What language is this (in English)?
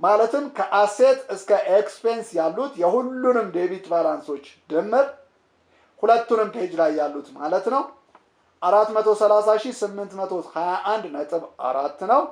Amharic